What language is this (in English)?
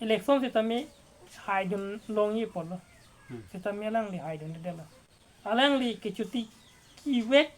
Karbi